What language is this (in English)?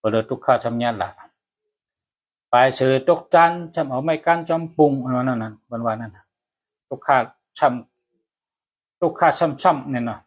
Shan